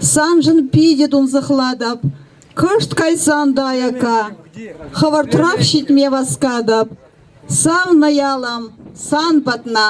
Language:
Chuvash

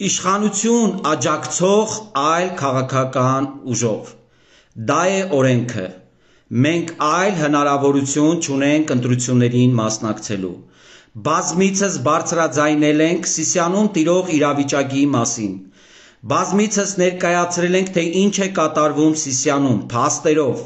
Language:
Armenian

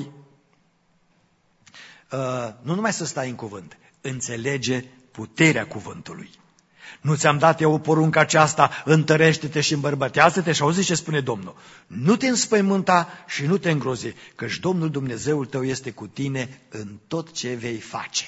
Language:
Romanian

